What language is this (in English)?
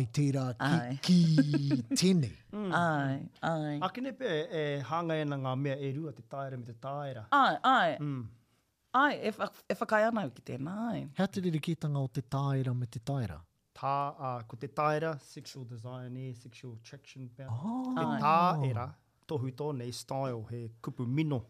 Māori